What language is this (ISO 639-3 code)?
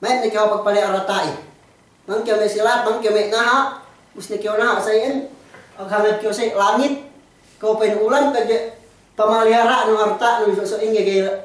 yka